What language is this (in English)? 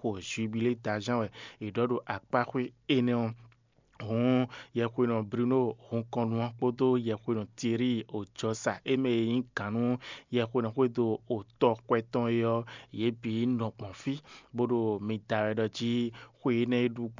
Fon